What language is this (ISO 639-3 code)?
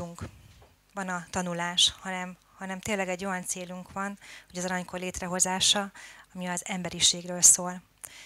hun